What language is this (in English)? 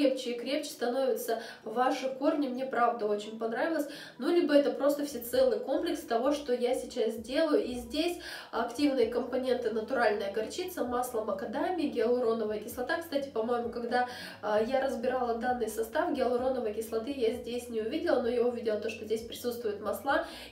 Russian